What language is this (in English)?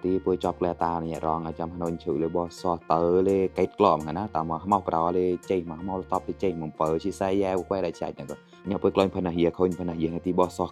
Mon